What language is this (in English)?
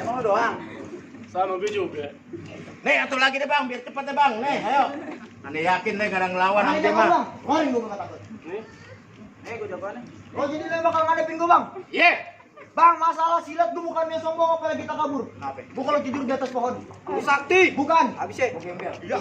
Betawi